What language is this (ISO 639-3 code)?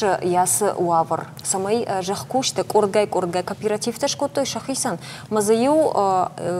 oss